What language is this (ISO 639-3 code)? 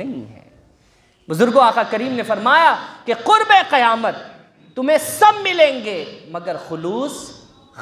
urd